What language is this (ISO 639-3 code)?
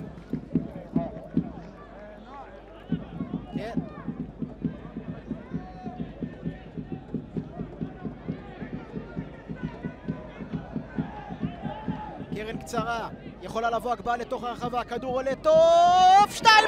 heb